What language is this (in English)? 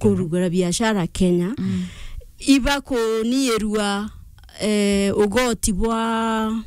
Meru